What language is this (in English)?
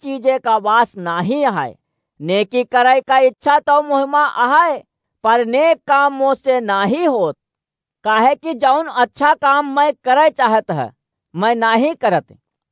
Awadhi